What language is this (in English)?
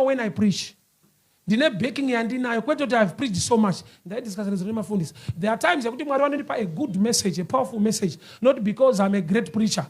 Shona